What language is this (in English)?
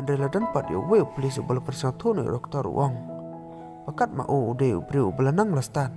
Khasi